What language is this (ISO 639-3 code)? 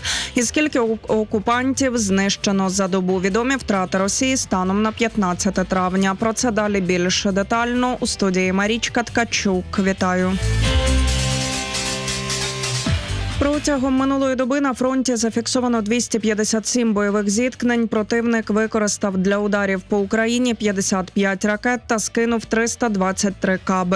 ukr